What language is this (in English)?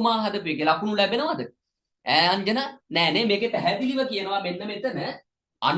Sinhala